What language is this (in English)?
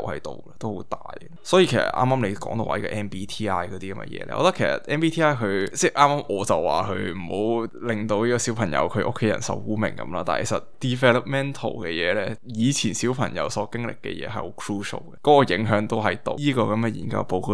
Cantonese